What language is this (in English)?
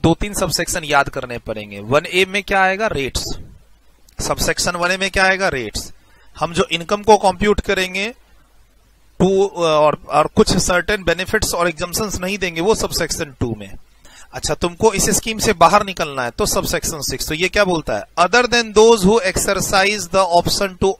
Hindi